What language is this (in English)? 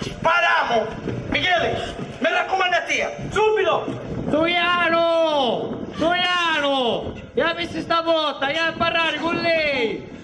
Sicilian